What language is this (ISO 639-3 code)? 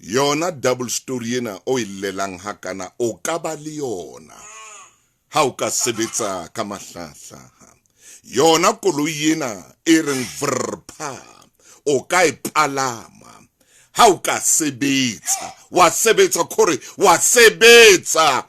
sot